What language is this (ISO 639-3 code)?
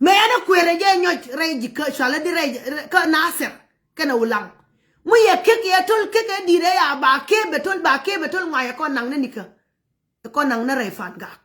nus